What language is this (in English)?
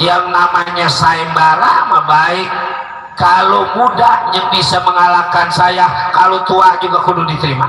Betawi